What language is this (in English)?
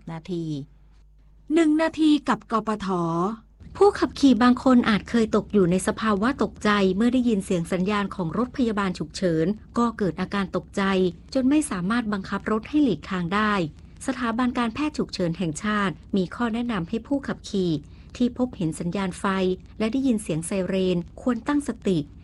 Thai